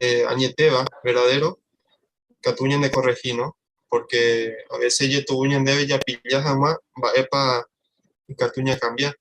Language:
Guarani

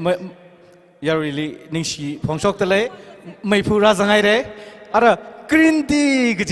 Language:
Tangkhul Naga (India)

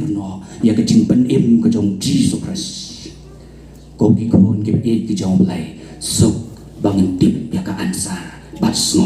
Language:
Khasi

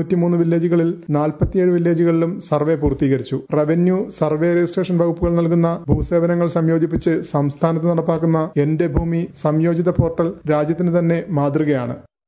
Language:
Malayalam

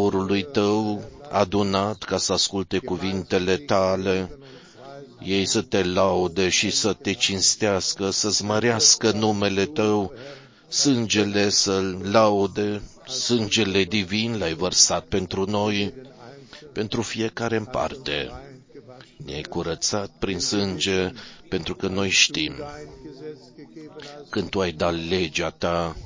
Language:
Romanian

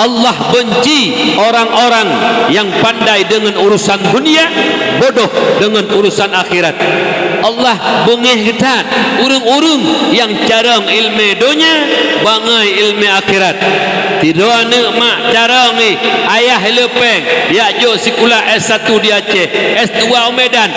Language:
Achinese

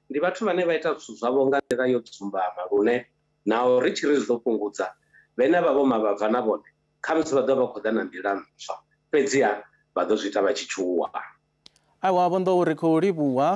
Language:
Venda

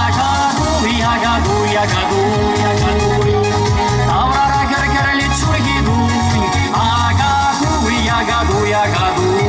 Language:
Chuvash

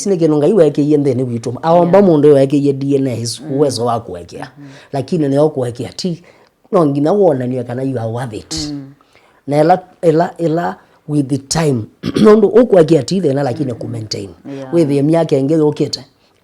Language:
Kamba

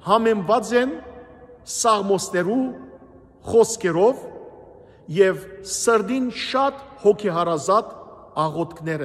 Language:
Western Armenian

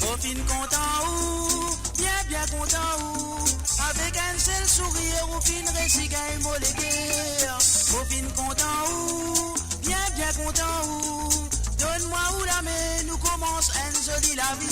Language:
Morisyen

